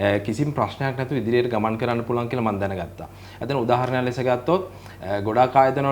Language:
Sinhala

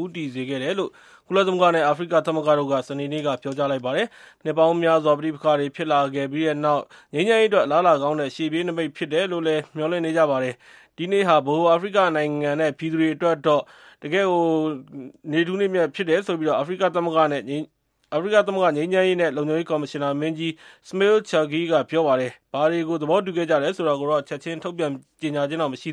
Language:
Burmese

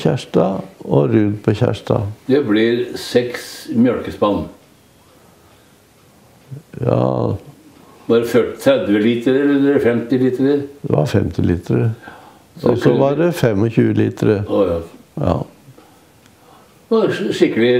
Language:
Norwegian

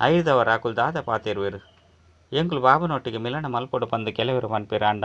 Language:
Tulu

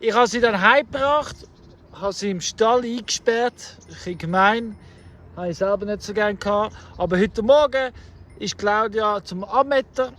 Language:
Swiss German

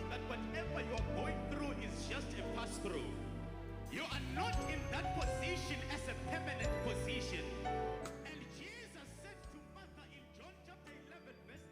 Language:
Venda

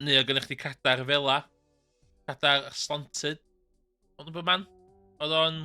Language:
Welsh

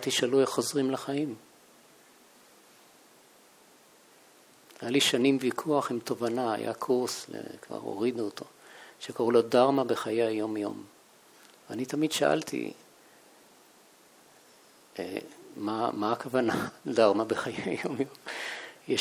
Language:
Hebrew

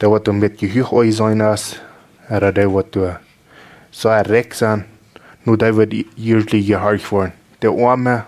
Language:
Plautdietsch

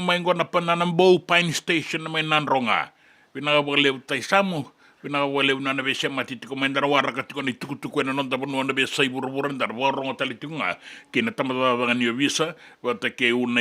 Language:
Fijian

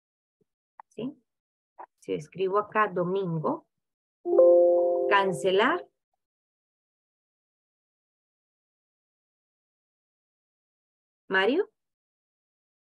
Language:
Spanish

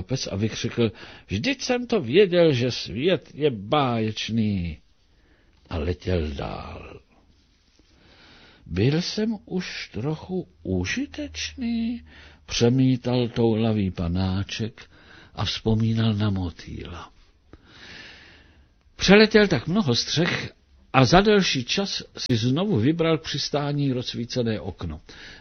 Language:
Czech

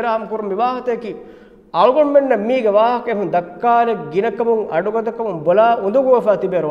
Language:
Divehi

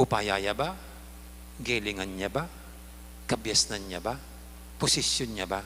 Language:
Pampanga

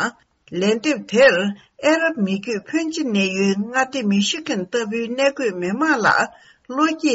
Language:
Tibetan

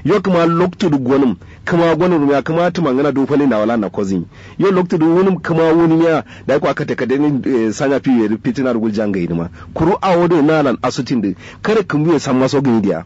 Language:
Kanuri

